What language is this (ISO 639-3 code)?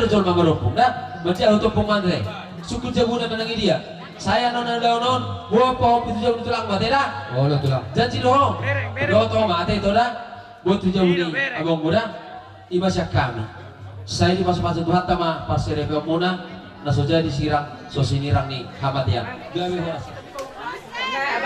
bbc